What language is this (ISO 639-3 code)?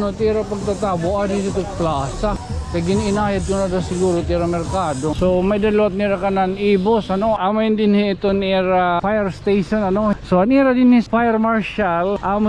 war